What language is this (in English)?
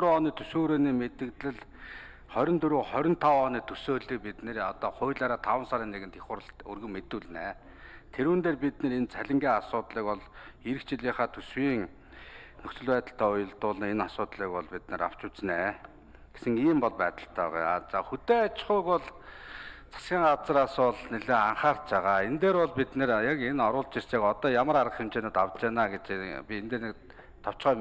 Mongolian